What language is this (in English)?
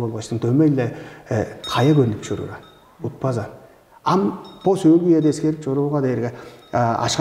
Tuvinian